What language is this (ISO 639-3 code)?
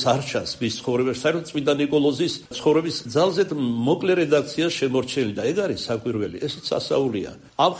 kat